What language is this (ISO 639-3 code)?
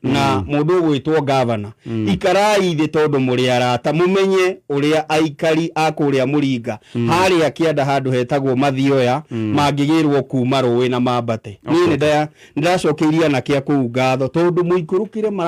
kik